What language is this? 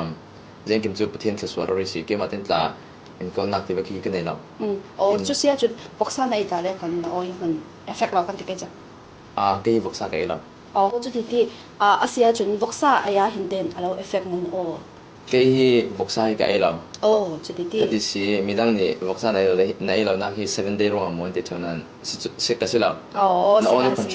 Falam Chin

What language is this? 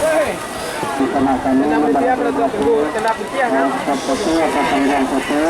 Minangkabau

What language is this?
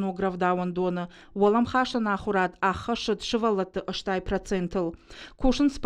Ossetic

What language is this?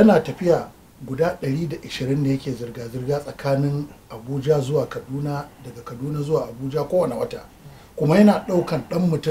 Hausa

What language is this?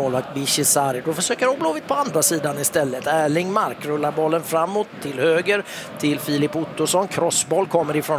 Swedish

